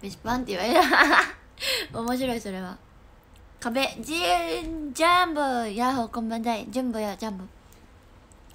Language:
Japanese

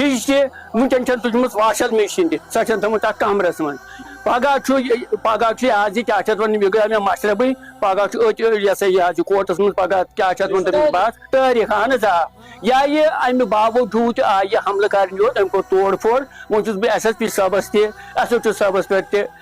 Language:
Kashmiri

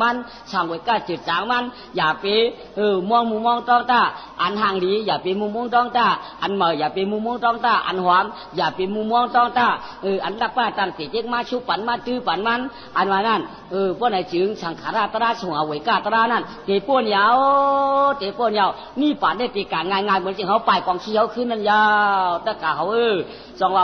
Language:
Shan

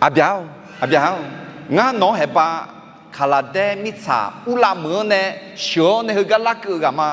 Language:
Akha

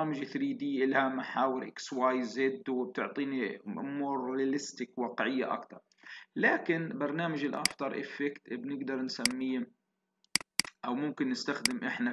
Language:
South Levantine Arabic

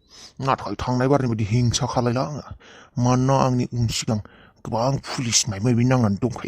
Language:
Bodo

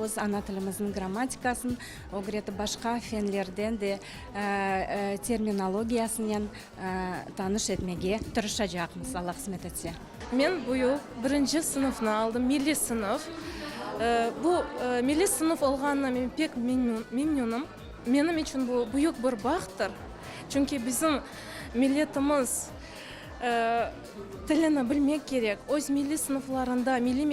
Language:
Crimean Tatar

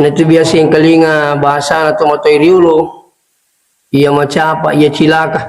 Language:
Buginese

